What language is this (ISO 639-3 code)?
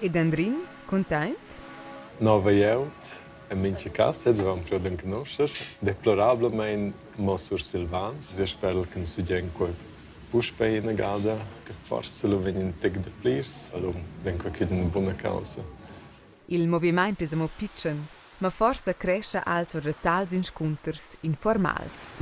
roh